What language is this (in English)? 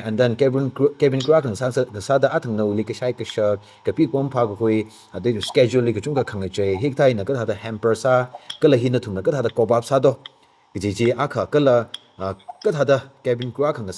Tangkhul Naga (India)